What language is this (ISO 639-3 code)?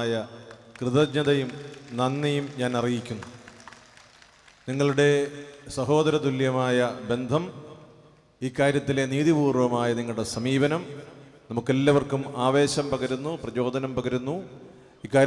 mal